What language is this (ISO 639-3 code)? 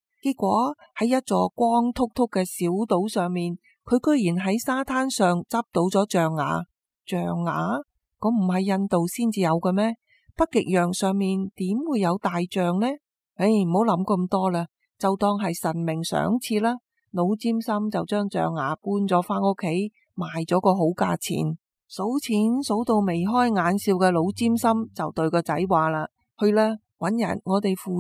yue